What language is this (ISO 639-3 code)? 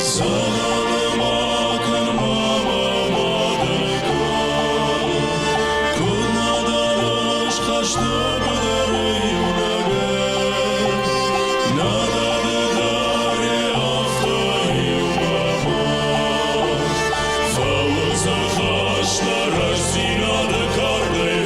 oss